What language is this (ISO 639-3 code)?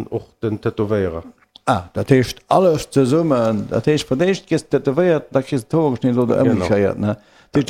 ltz